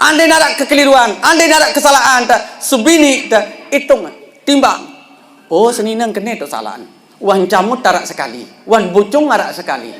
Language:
Sasak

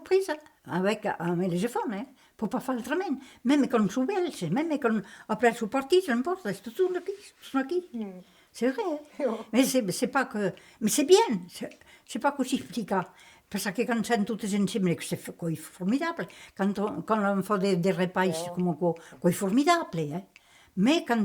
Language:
Occitan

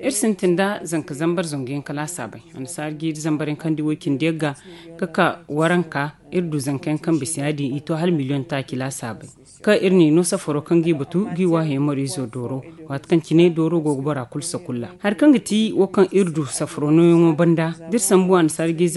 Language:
Zarma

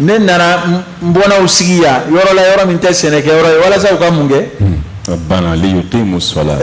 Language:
Bambara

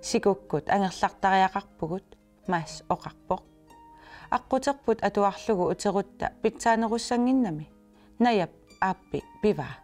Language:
Kalaallisut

